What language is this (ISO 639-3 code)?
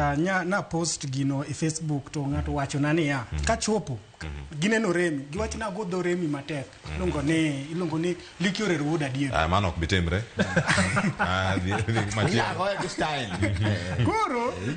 luo